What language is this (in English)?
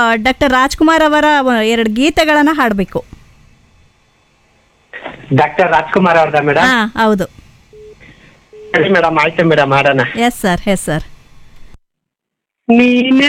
Kannada